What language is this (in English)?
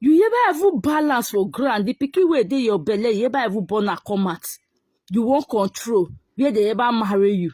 Nigerian Pidgin